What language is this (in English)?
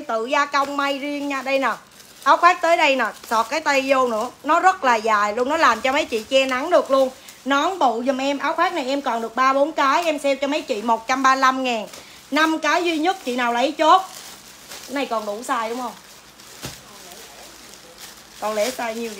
Vietnamese